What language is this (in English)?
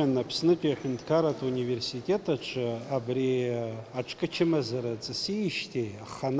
Abkhazian